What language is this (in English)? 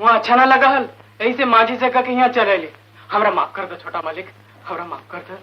Magahi